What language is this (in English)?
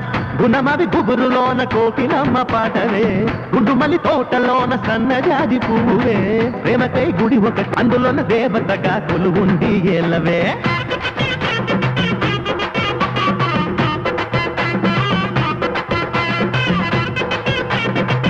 Telugu